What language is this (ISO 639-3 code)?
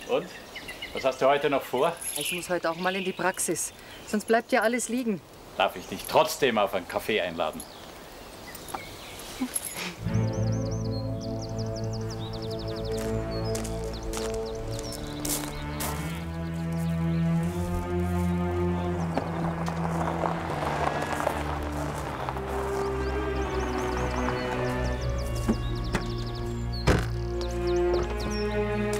deu